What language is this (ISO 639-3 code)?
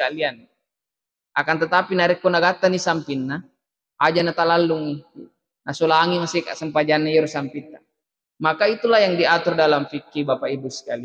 bug